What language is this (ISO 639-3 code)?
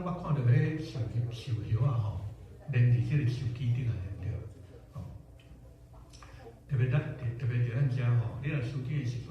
nan